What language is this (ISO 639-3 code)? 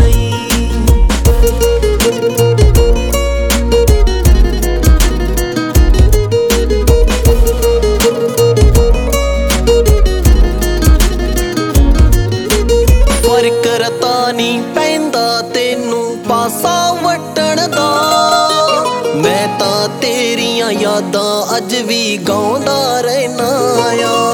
pan